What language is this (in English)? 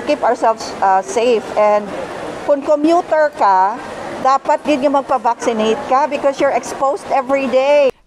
Hiligaynon